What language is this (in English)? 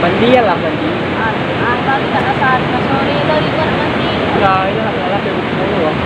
Minangkabau